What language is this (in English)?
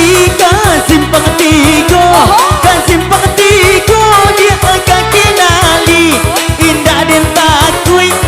Minangkabau